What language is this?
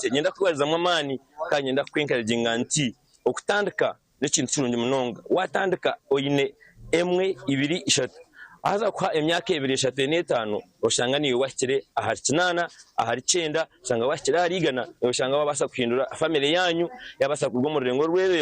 Nyankole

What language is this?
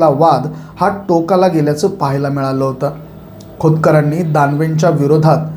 Marathi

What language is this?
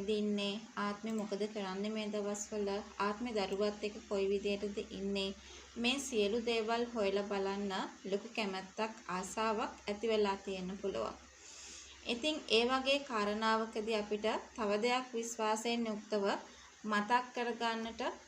Sinhala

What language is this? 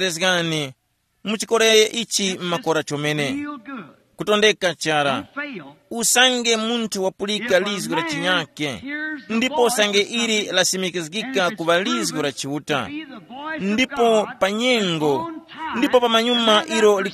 Tumbuka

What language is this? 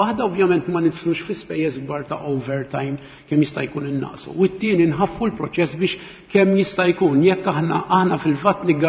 Maltese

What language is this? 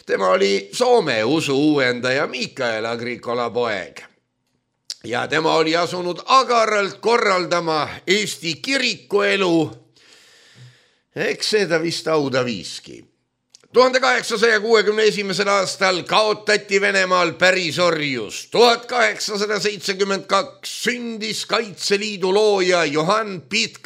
Estonian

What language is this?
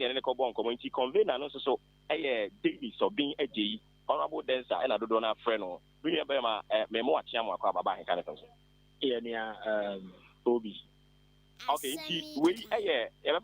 Akan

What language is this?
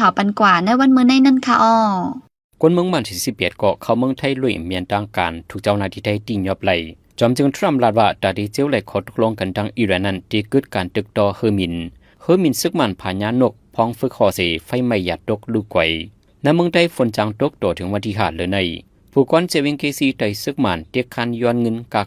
Shan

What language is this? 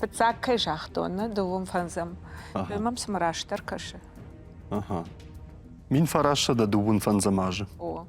Ossetic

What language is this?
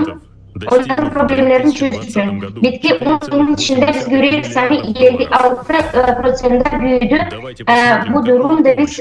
Gagauz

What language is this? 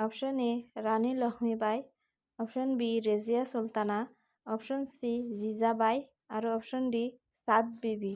Assamese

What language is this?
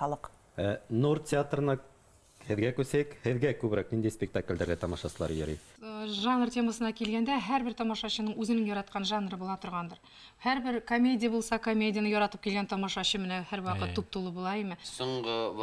Bashkir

